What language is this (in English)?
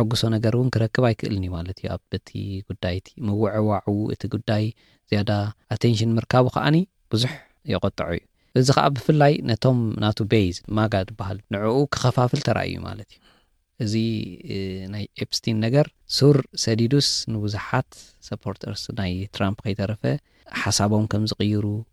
Tigrinya